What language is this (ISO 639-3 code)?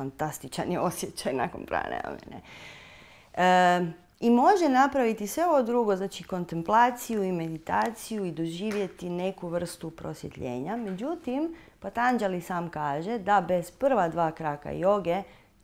hrv